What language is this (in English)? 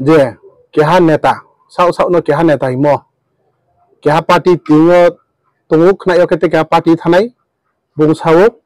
Riang (India)